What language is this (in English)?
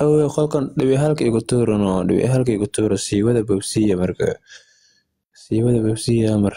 Somali